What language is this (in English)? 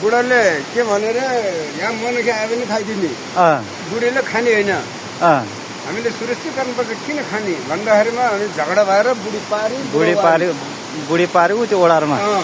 Nepali